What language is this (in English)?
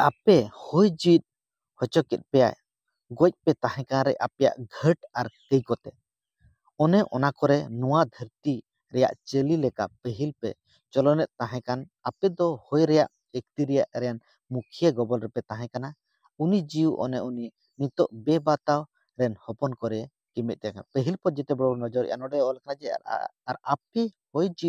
Santali